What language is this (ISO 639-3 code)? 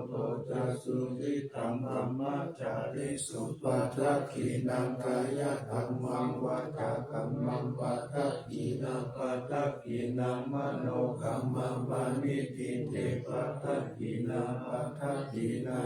pli